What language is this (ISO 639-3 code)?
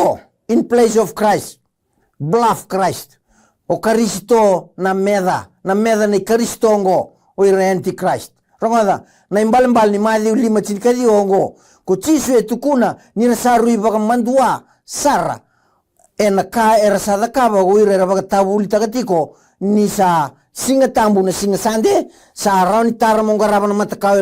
fij